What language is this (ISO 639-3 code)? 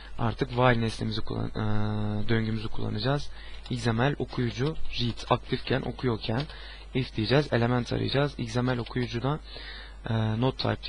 tur